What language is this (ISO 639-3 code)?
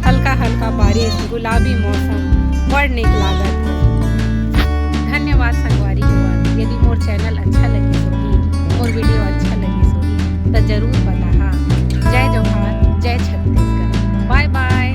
hne